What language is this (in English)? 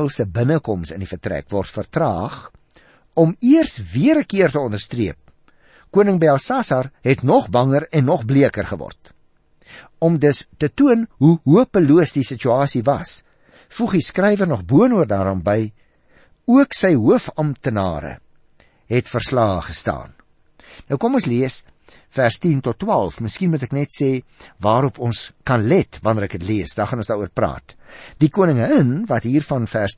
Afrikaans